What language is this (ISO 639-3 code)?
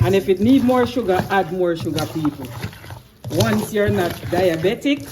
jam